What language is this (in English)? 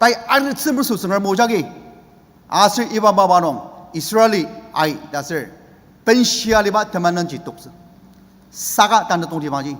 Ao Naga